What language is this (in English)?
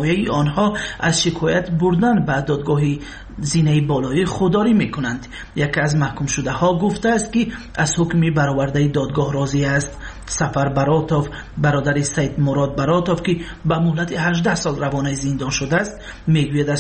Tajik